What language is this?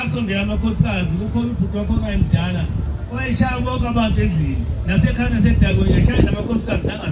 Zulu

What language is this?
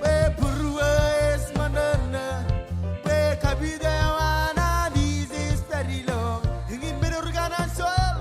Marshallese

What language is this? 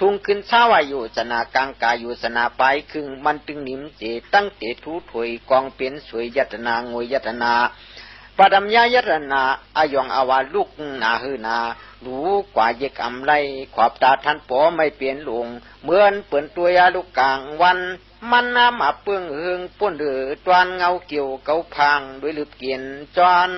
Shan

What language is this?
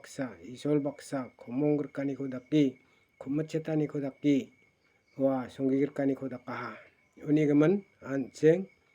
Garo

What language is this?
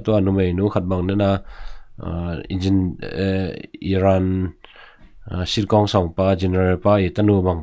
Tedim Chin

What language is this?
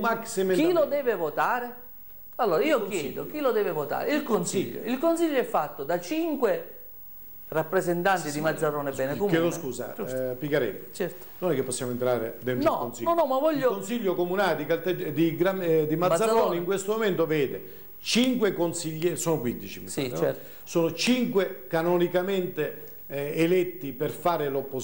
Italian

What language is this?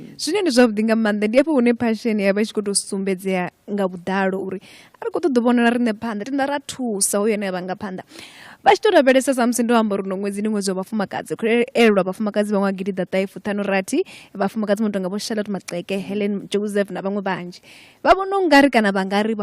Venda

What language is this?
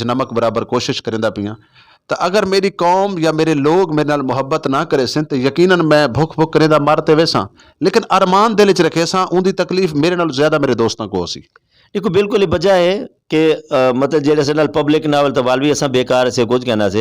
Saraiki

